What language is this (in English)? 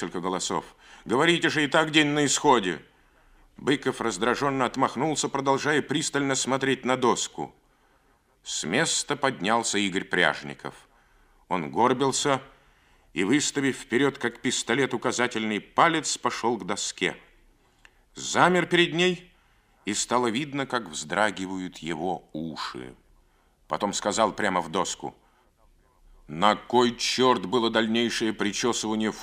Russian